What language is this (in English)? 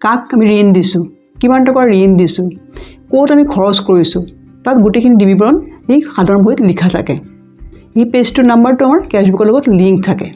Assamese